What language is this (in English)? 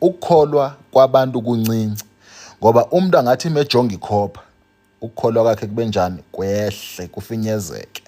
Zulu